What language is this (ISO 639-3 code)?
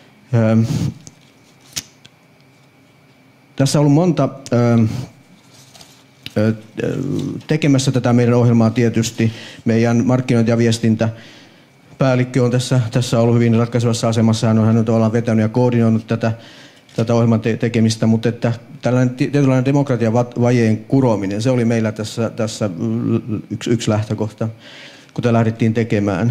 fin